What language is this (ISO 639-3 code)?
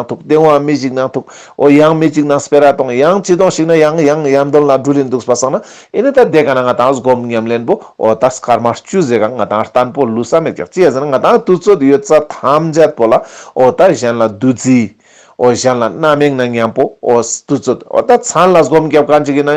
lbj